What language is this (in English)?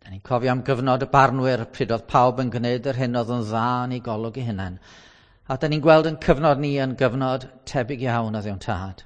Welsh